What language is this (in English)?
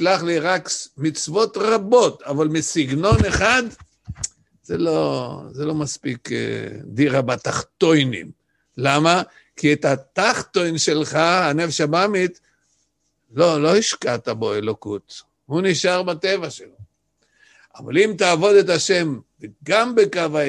Hebrew